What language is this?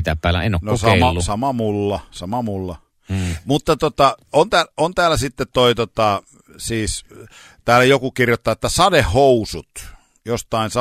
Finnish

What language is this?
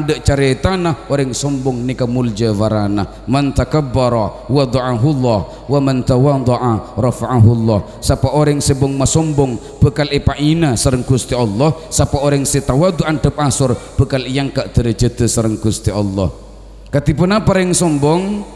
Madurese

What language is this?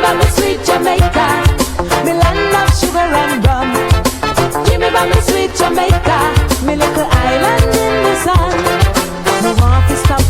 Jamaican Creole English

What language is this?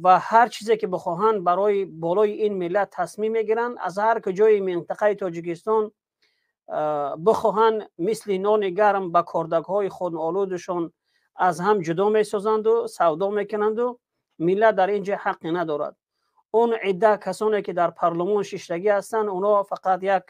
Tajik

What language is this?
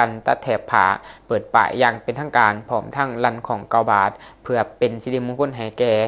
Lao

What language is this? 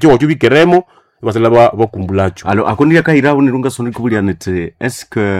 Nande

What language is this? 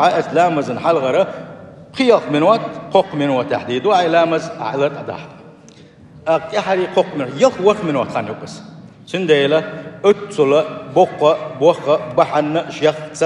Chechen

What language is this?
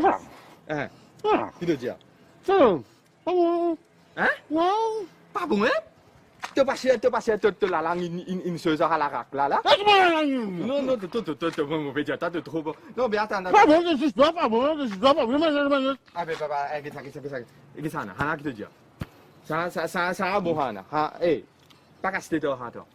Morisyen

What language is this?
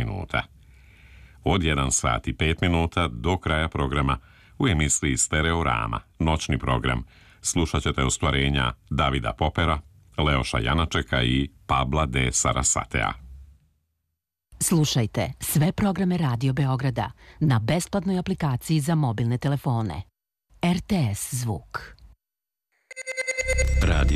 Serbian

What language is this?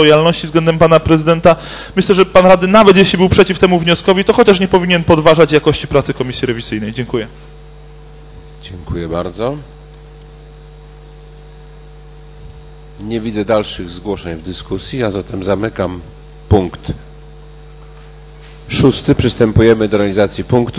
Polish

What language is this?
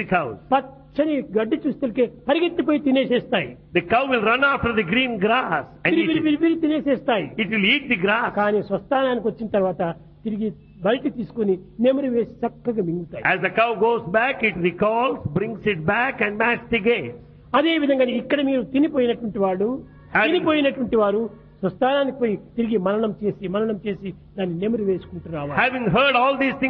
Telugu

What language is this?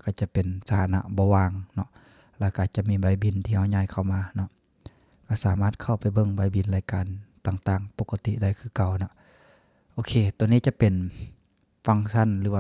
Lao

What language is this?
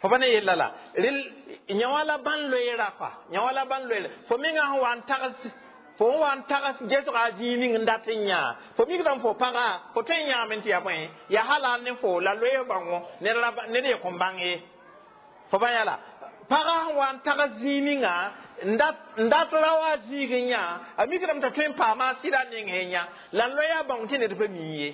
Mossi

